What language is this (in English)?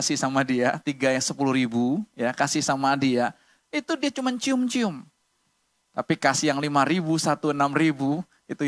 Indonesian